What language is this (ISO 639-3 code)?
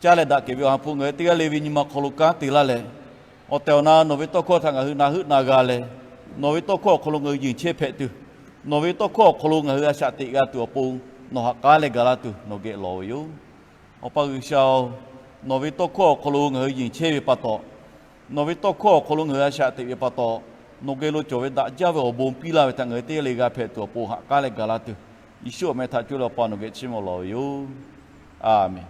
lhu